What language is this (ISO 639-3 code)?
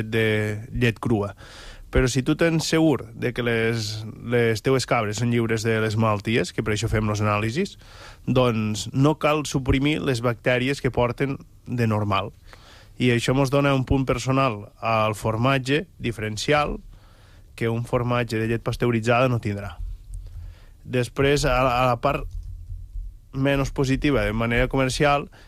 cat